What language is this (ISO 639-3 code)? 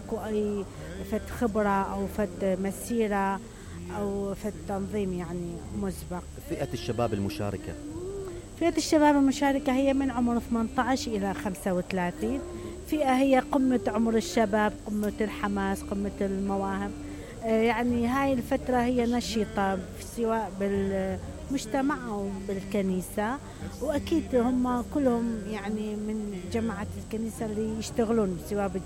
acm